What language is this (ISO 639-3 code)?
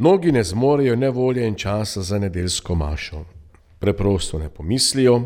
slv